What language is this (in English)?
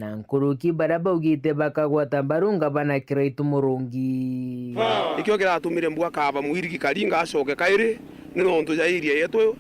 Meru